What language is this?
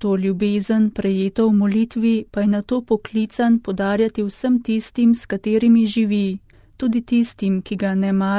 Slovenian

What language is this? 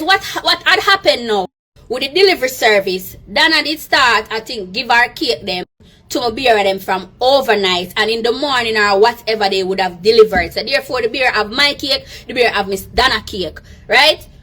Jamaican Creole English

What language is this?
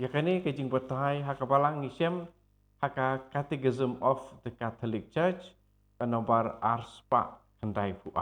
Khasi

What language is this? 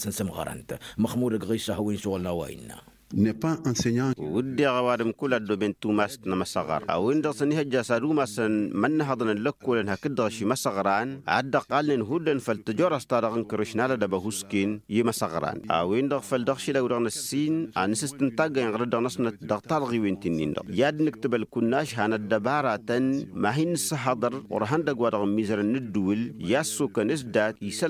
Tamasheq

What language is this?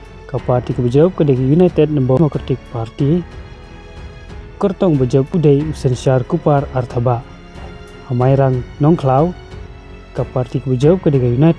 Khasi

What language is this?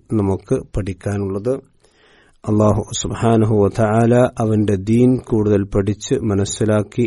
Malayalam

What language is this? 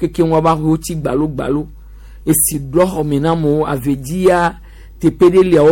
Gen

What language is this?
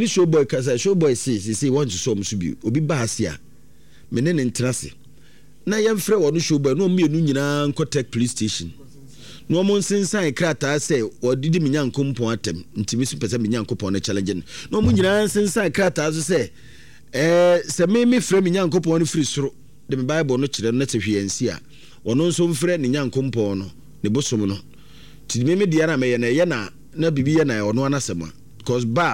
Akan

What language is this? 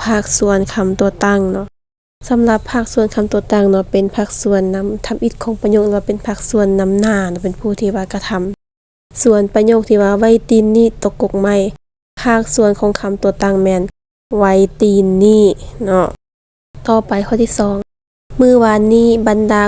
Lao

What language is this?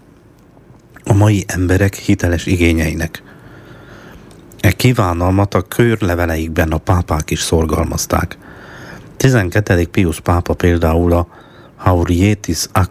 Hungarian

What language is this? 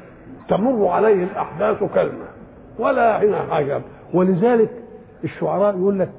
Egyptian Arabic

